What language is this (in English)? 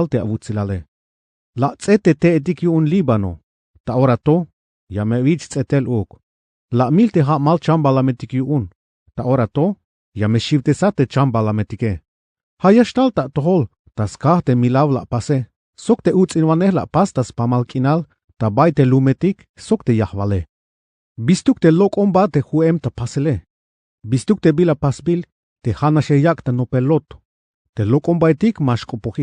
Tzeltal